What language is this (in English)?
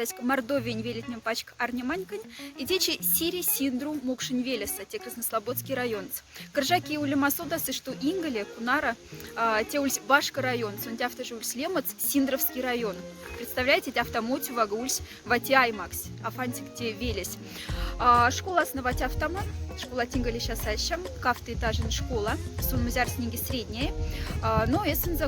Moksha